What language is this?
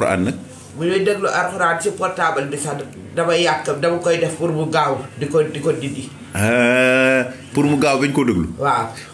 Wolof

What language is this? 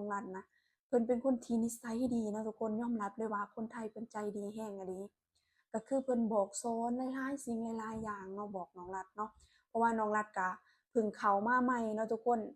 Lao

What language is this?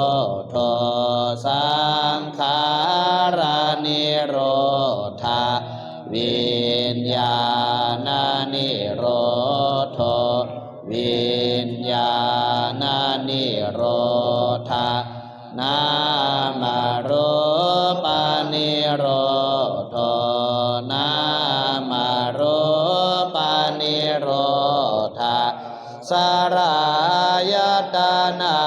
Pali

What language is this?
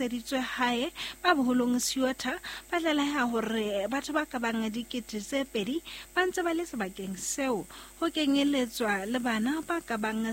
Southern Sotho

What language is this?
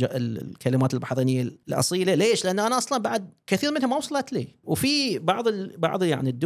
Gulf Arabic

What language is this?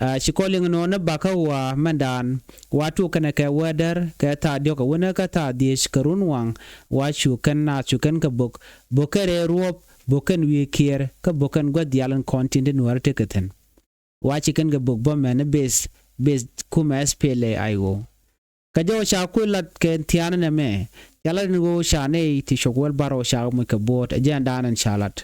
Nuer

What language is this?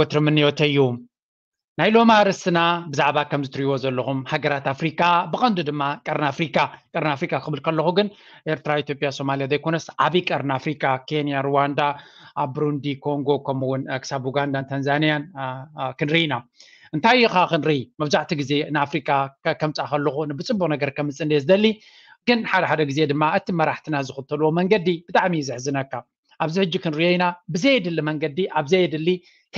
Tigrinya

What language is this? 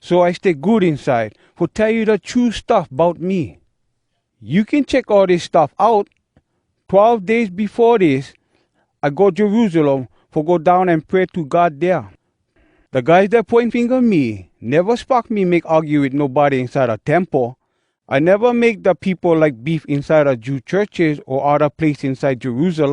Hawai'i Creole English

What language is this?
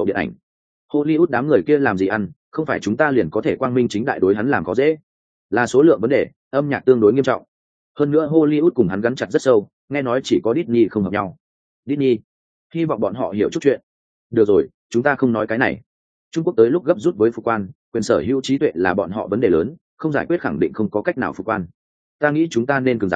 Vietnamese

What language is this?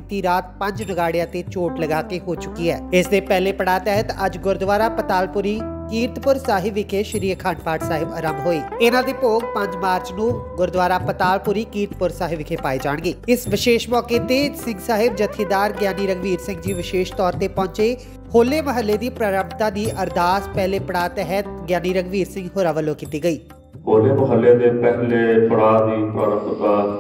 Punjabi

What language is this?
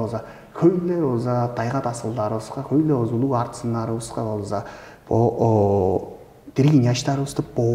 Tuvinian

